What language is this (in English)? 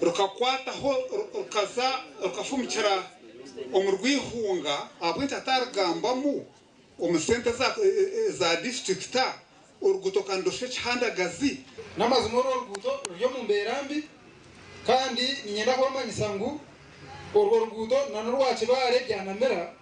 Nyankole